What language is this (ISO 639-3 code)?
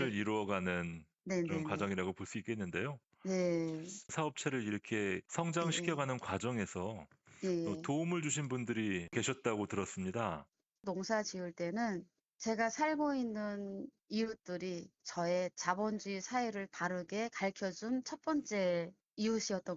kor